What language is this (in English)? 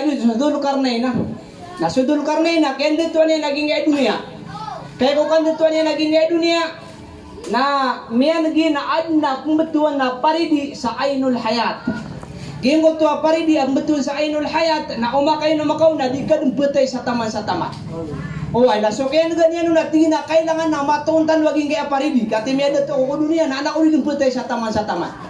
Maranao